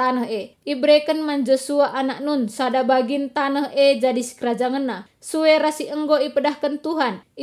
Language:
Batak Karo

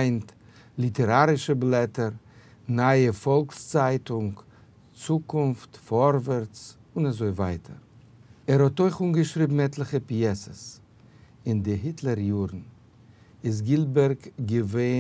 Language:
Yiddish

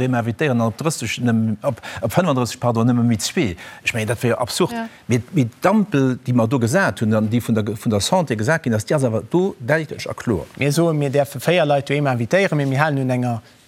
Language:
Luxembourgish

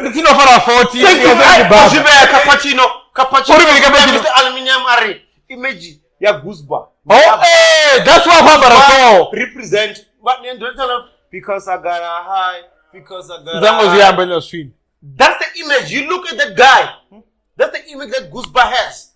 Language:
Venda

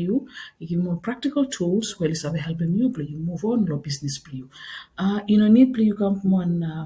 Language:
Bislama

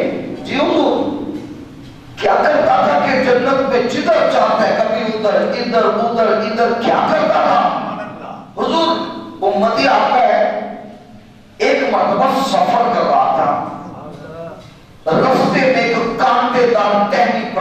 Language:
Urdu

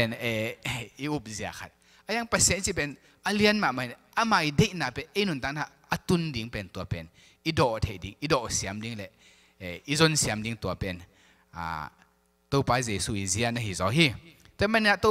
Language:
Tedim Chin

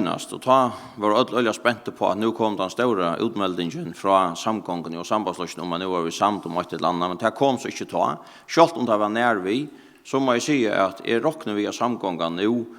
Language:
Faroese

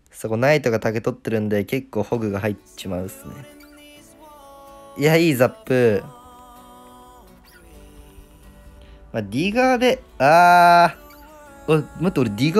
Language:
Japanese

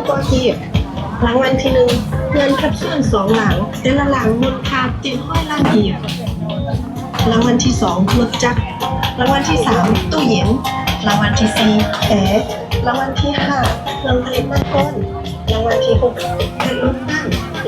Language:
Lao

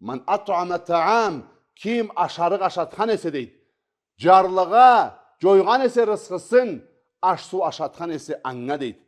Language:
Karachay-Balkar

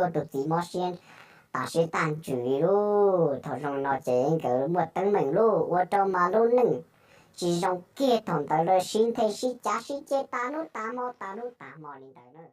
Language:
Hmong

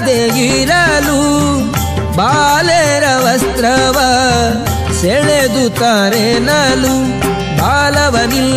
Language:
Kannada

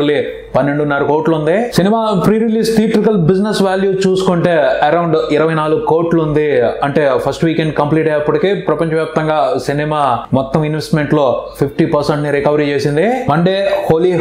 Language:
Telugu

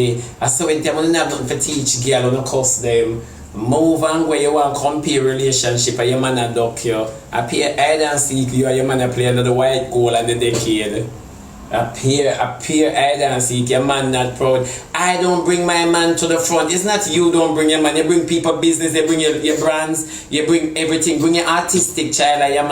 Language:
Jamaican Creole English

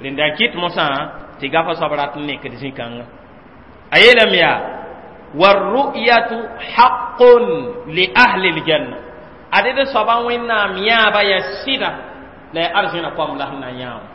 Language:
Mossi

